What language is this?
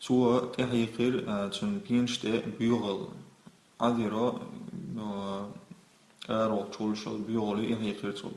Chechen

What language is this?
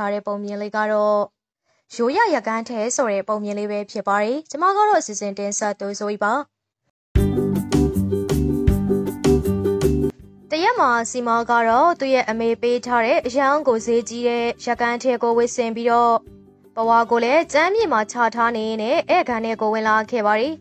Burmese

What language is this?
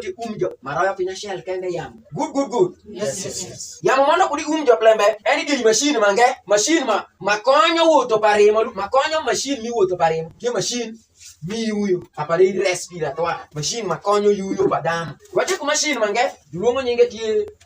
Alur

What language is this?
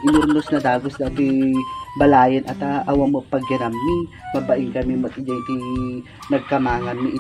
Iloko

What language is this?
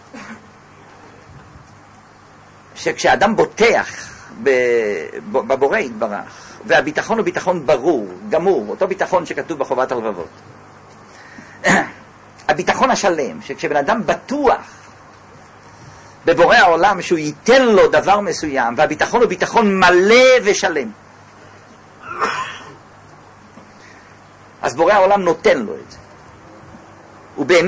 Hebrew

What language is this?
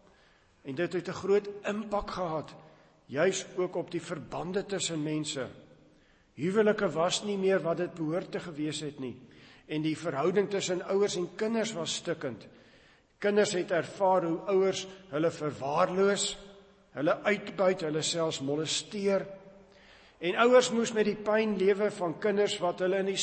Afrikaans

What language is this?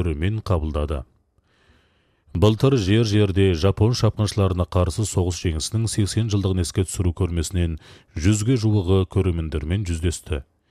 Kazakh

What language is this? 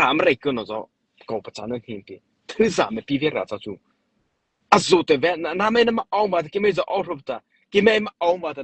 Mara Chin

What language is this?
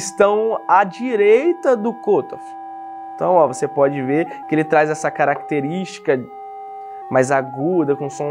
Portuguese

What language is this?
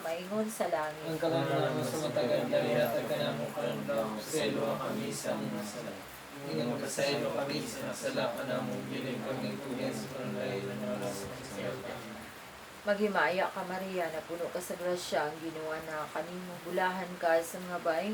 Cebuano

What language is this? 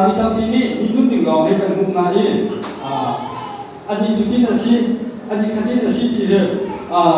Hakha Chin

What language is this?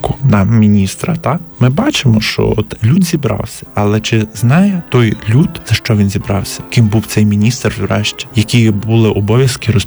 Ukrainian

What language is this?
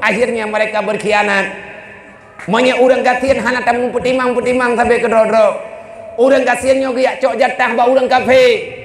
Achinese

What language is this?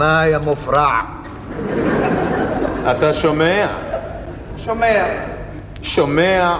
Hebrew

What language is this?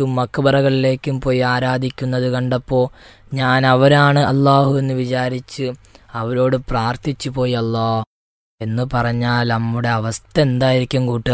Malayalam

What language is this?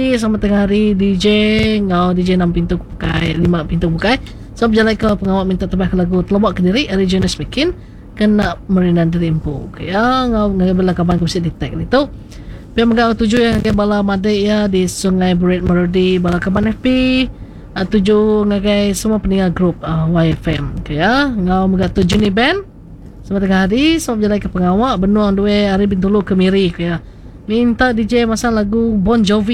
Iban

